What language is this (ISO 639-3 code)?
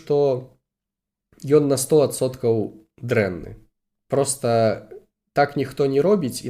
bel